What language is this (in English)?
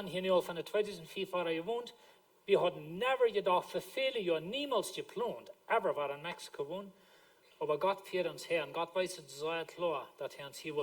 Plautdietsch